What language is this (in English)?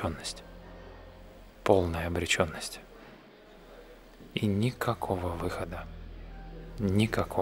Russian